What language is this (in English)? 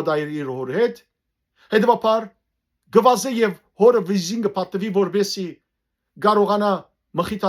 Western Armenian